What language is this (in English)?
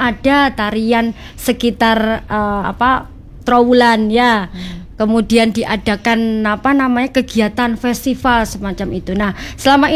Indonesian